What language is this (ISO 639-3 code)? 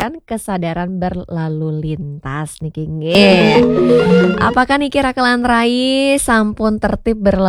ban